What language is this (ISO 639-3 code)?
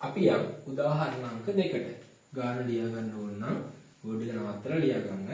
sin